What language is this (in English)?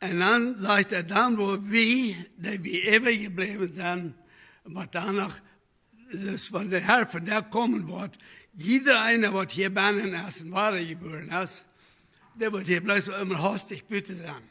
Plautdietsch